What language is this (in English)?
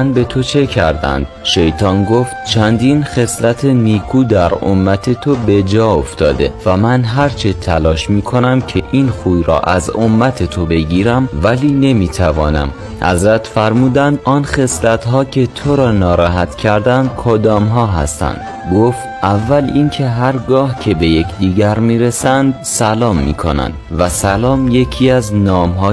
Tajik